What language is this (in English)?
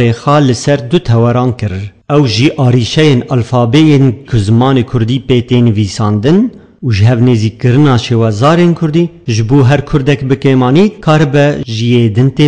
Kurdish